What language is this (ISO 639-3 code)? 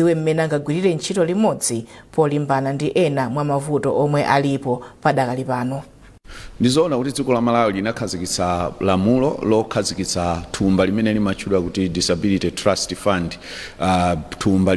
nya